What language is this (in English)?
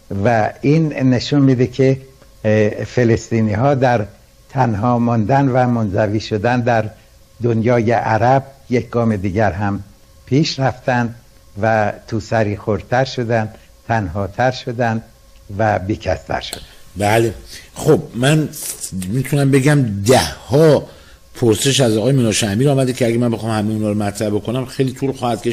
Persian